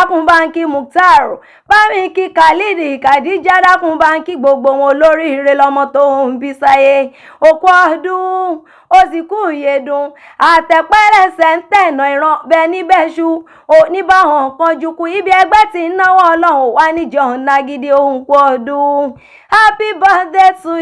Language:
Yoruba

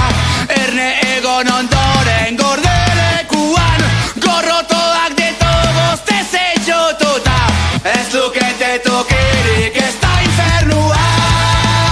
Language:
Basque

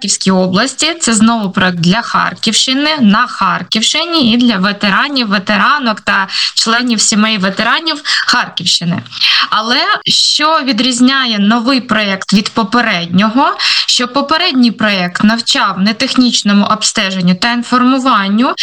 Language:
Ukrainian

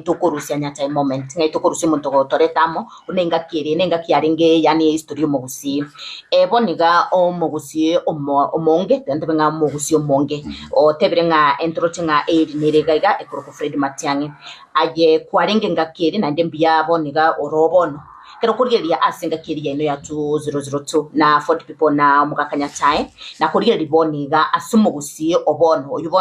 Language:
Gusii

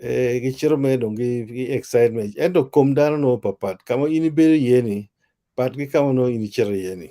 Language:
Acoli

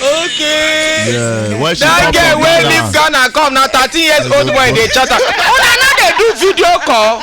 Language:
Nigerian Pidgin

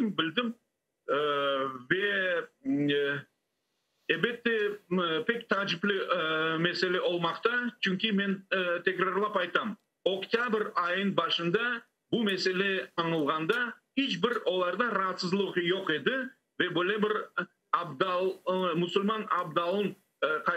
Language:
Crimean Tatar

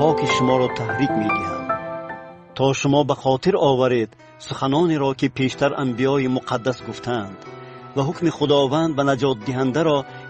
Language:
Tajik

